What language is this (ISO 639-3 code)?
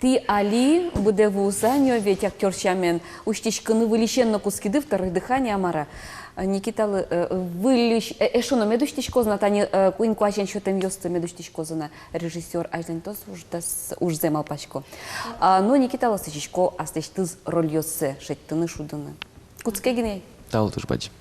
udm